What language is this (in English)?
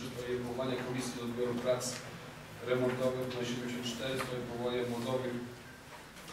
Polish